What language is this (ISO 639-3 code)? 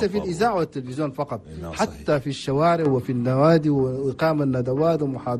shu